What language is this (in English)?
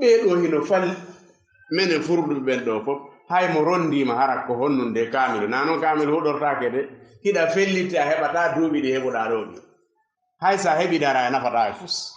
Fula